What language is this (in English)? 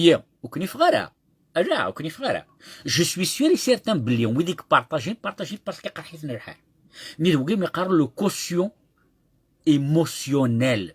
Kabyle